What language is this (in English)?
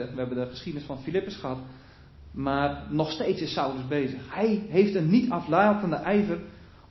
Dutch